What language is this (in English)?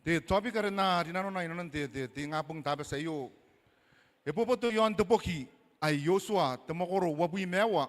Gilbertese